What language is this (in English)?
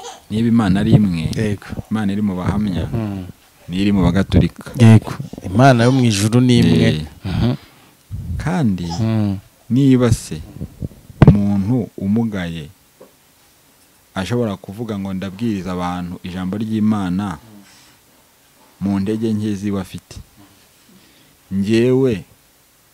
Kinyarwanda